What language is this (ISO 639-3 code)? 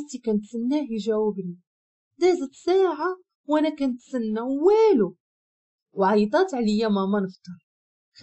ary